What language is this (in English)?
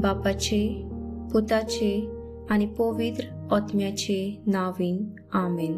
Konkani